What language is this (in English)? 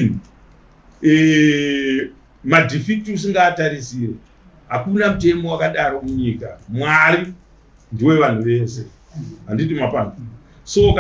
Shona